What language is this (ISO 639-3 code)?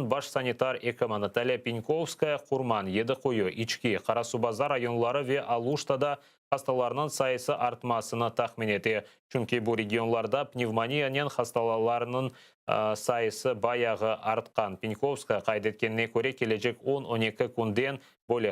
crh